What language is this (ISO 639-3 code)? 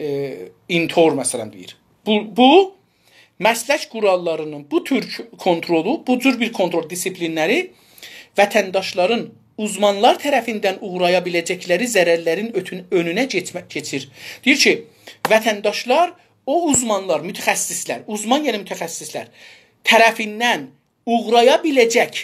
azb